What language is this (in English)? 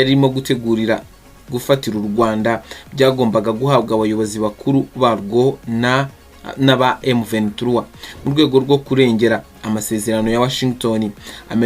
Kinyarwanda